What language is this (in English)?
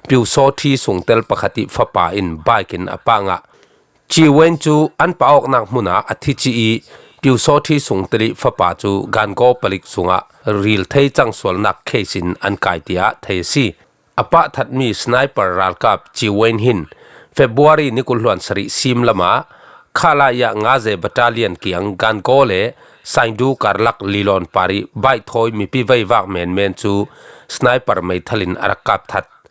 Falam Chin